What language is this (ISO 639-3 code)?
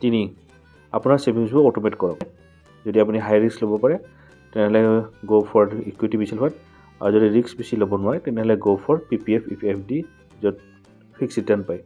asm